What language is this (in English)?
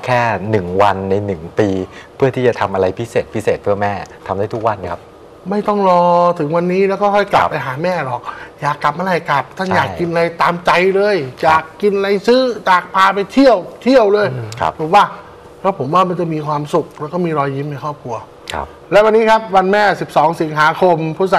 Thai